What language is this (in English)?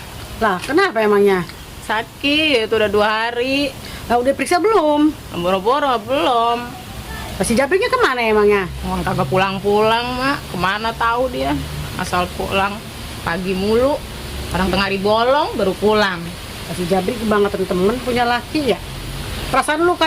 Betawi